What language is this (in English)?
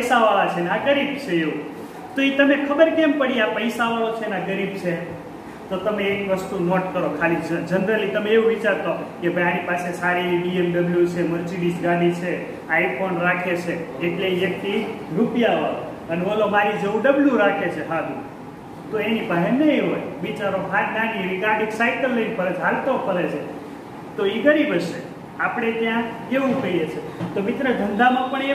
Gujarati